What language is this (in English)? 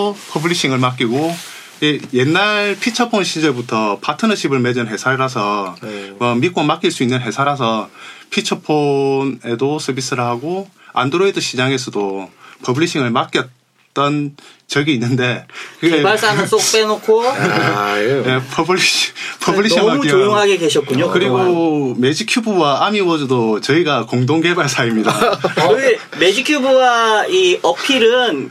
Korean